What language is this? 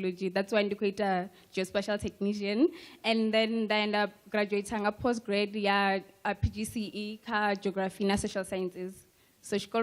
Venda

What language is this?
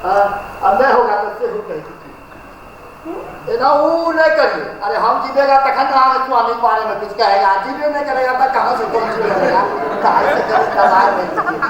Maithili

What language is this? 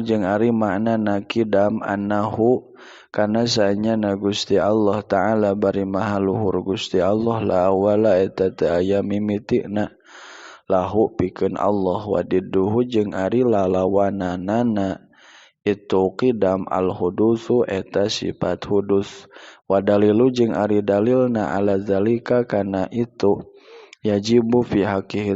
Sundanese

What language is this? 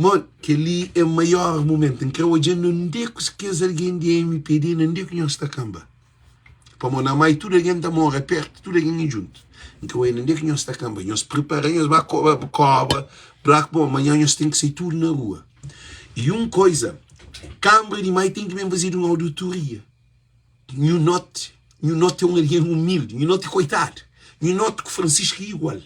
Kabuverdianu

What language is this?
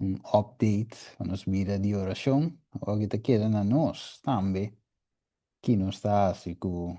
Papiamento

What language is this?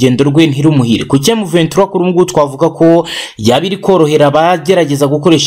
Kinyarwanda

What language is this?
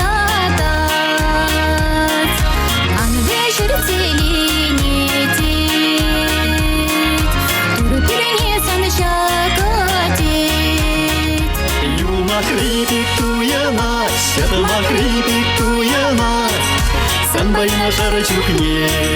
Chuvash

